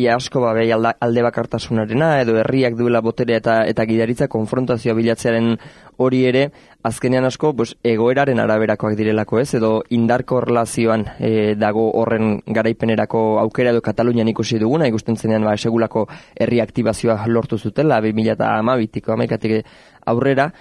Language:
Basque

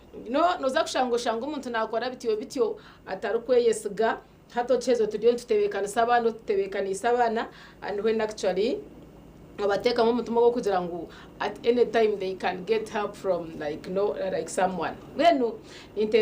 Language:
Nyankole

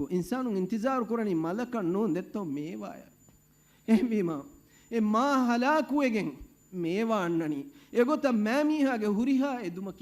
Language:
Divehi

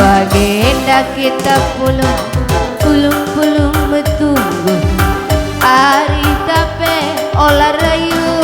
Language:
Batak Karo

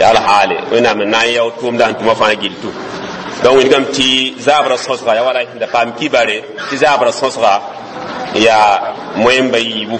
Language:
Mossi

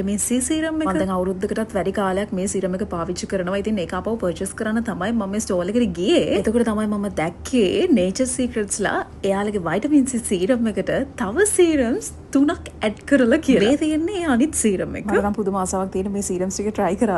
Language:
Sinhala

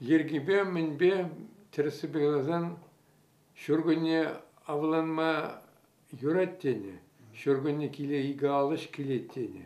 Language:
Chuvash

